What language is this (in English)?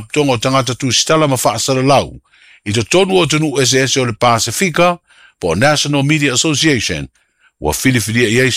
Samoan